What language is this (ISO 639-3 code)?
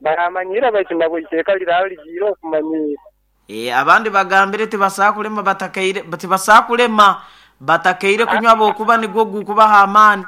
nyo